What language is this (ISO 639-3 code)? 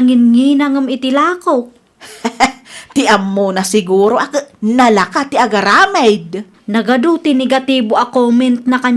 ilo